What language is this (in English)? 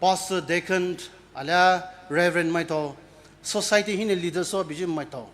Poumei Naga